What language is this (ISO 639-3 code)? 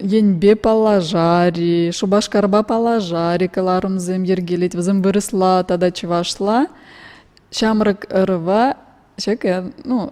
chv